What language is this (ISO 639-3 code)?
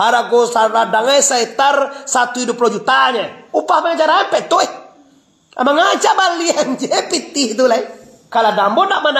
min